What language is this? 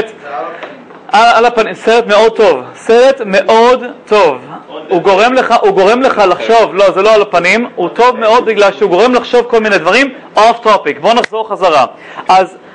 Hebrew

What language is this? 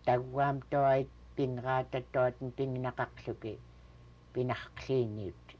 Central Yupik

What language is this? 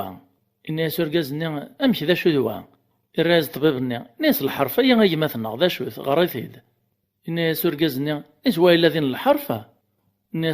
Kabyle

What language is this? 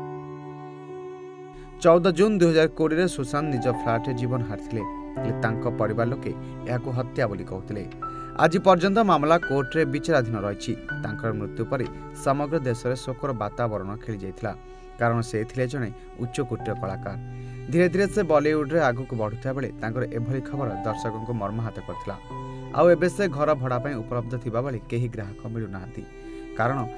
Odia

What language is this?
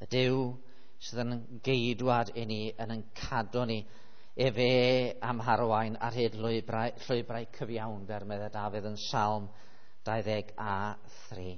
Welsh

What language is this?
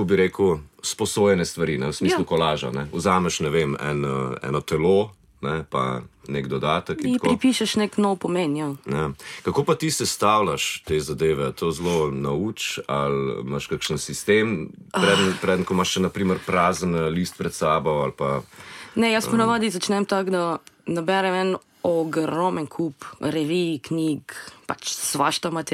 Slovenian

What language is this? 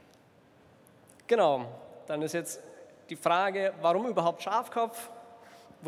German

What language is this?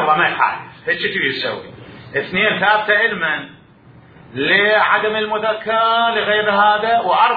Mesopotamian Arabic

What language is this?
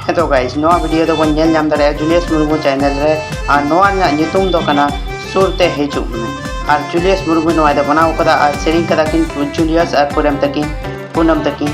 Santali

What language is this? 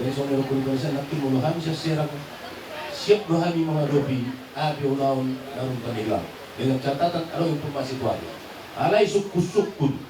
Batak Toba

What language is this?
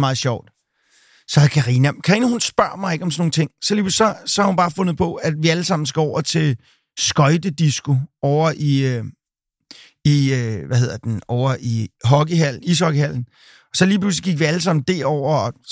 Danish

